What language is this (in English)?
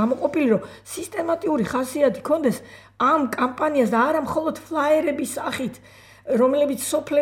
Georgian